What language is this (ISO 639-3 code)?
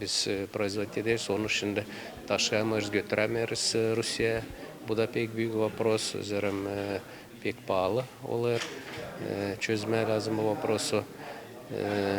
gag